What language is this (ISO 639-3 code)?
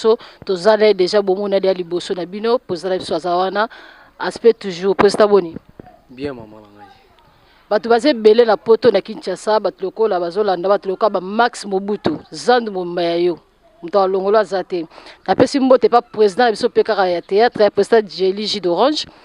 lin